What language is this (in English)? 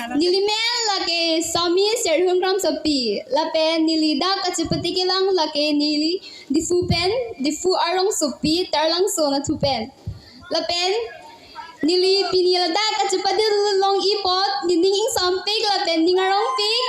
Karbi